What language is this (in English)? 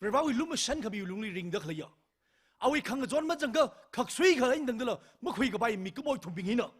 Tangkhul Naga (India)